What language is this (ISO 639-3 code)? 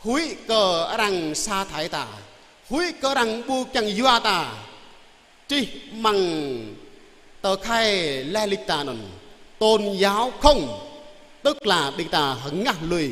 jra